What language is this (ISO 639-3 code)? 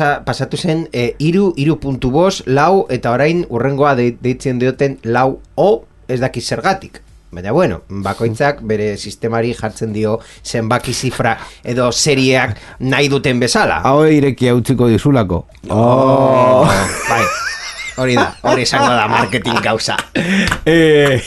eus